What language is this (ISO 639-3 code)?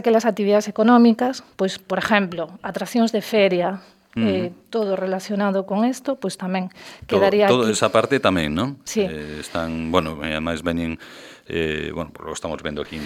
glg